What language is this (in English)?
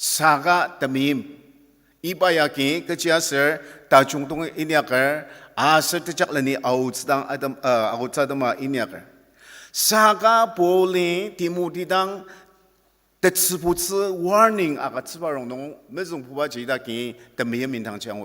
Ao Naga